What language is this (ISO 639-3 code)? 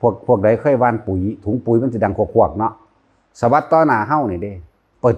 tts